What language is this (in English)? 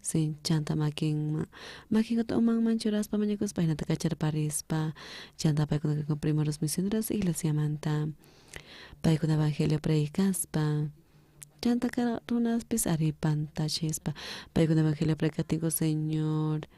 South Bolivian Quechua